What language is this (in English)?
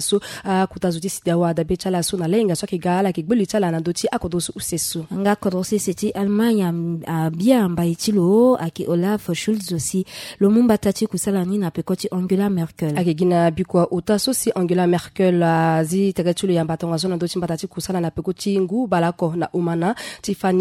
Sango